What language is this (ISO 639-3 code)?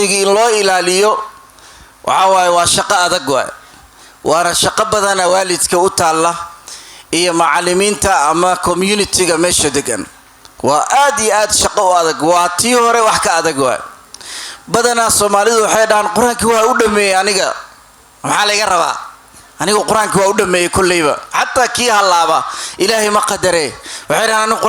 som